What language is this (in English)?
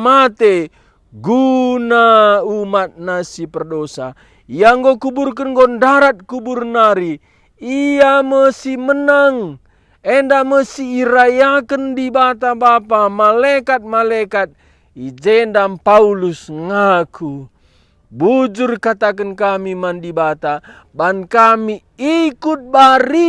Batak Karo